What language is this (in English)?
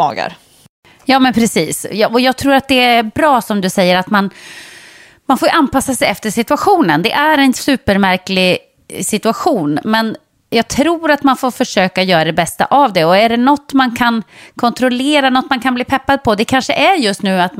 Swedish